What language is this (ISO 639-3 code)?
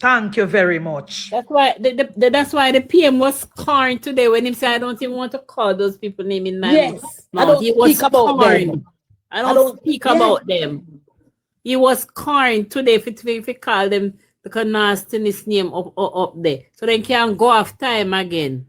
jam